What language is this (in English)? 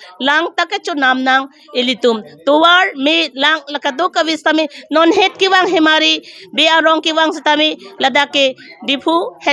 Karbi